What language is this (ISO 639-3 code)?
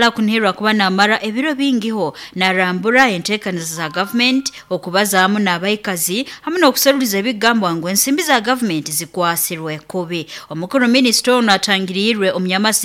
nyo